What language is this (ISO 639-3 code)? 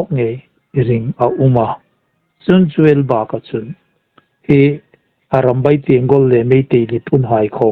hmr